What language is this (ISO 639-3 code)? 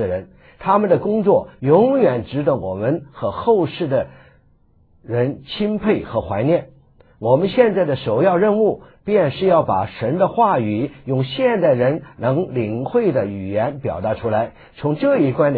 zho